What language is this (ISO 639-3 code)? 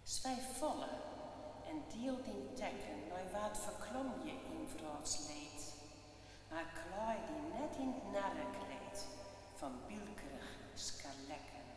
fry